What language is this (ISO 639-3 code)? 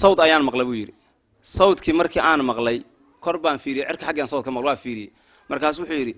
som